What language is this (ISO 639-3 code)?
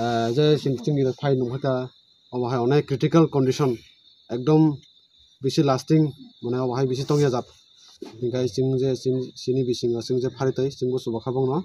ria